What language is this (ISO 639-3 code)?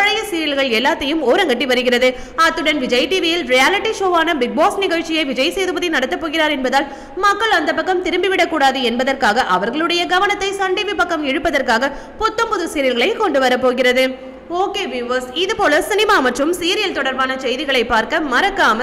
tam